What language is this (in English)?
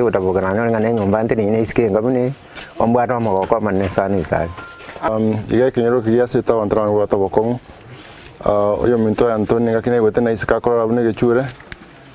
Gusii